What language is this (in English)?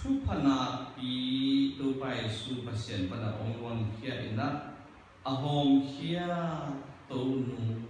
Tedim Chin